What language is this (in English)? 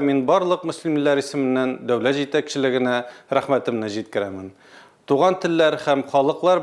Tatar